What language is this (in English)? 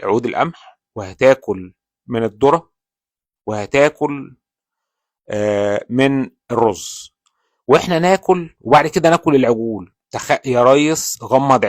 Egyptian Arabic